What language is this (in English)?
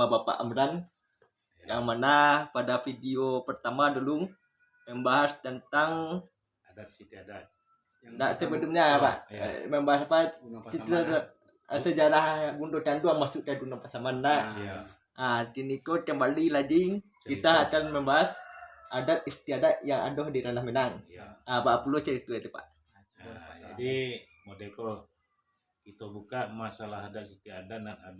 Minangkabau